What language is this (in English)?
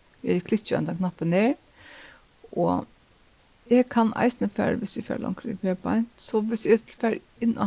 Faroese